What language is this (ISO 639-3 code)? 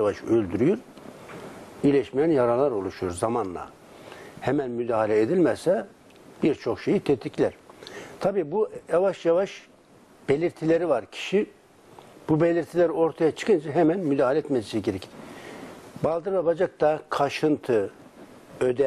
tur